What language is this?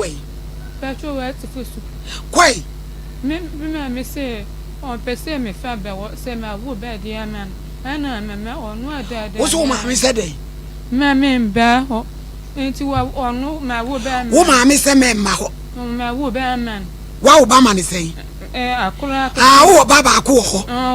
Akan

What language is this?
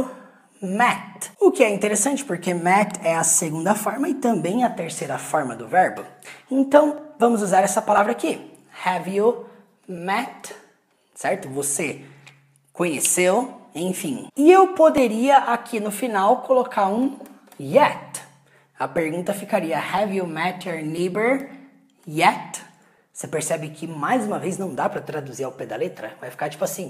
Portuguese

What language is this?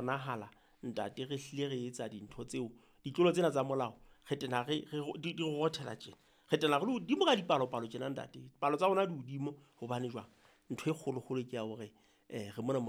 Southern Sotho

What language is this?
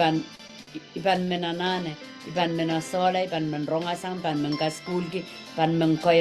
Pohnpeian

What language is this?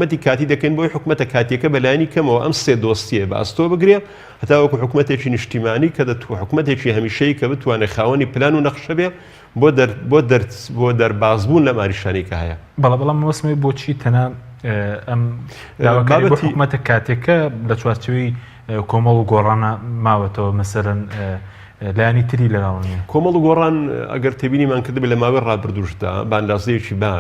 Central Kurdish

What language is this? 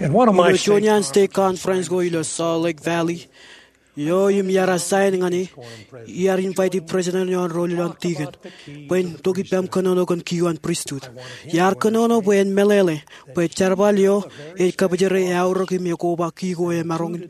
Marshallese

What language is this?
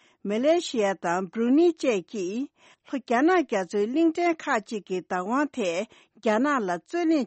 Tibetan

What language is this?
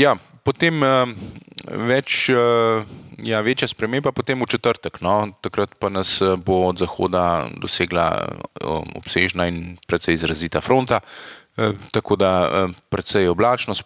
Slovenian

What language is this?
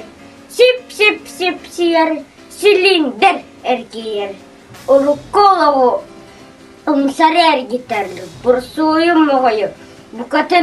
Yakut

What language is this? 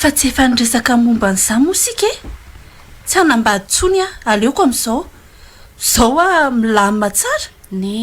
Malagasy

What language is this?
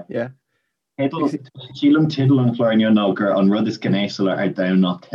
Irish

